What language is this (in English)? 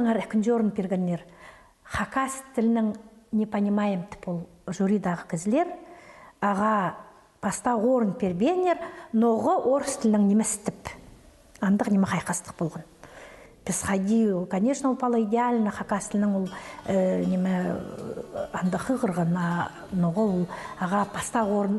Khakas